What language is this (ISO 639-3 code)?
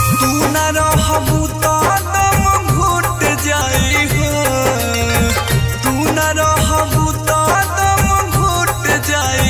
bho